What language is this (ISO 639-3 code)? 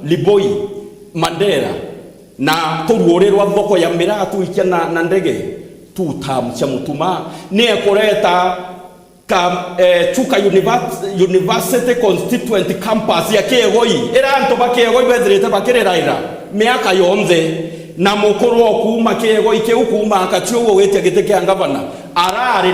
mer